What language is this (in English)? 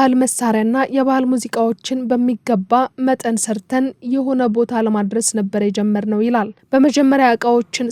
Amharic